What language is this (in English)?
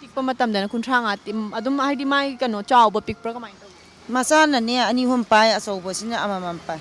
Manipuri